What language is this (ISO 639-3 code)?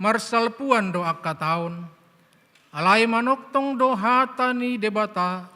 bbc